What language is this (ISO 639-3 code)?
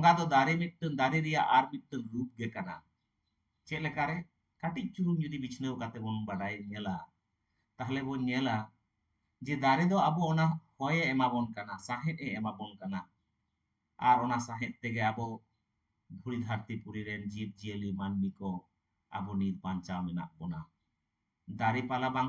sat